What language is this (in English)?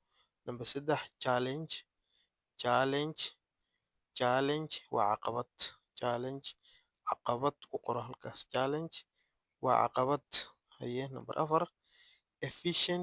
Somali